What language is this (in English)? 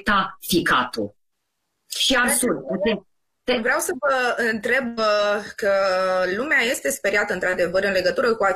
Romanian